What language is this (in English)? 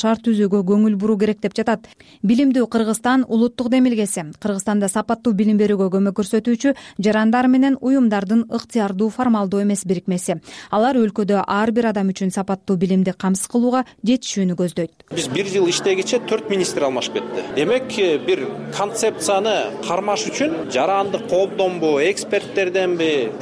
Kyrgyz